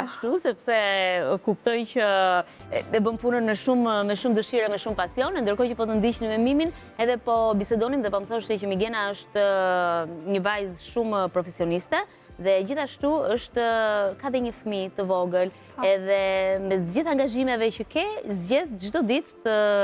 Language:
Albanian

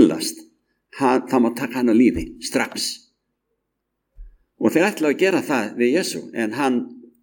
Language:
Icelandic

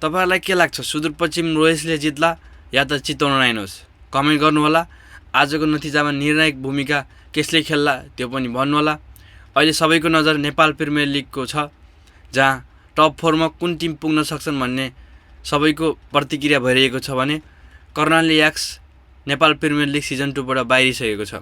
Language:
Nepali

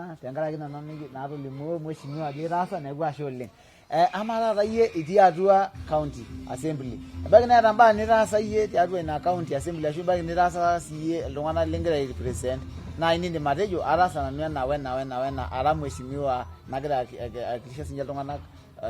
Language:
Masai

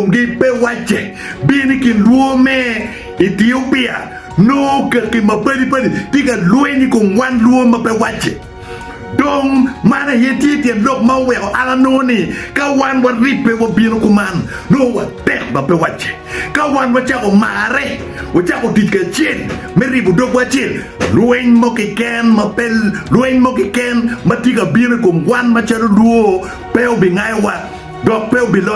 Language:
Acoli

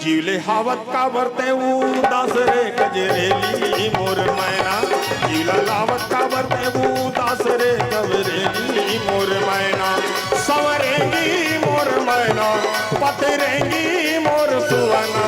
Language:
Chhattisgarhi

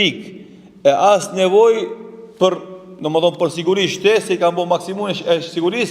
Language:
Albanian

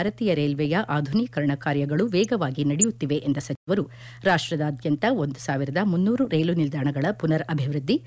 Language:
Kannada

